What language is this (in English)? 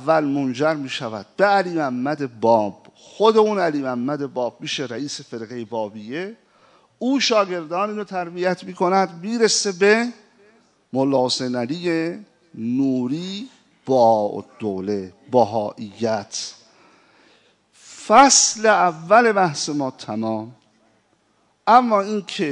Persian